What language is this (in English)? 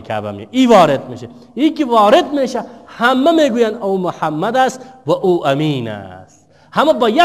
Persian